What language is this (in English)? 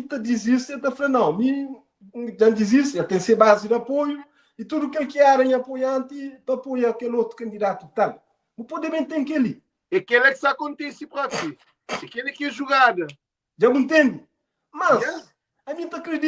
Kabuverdianu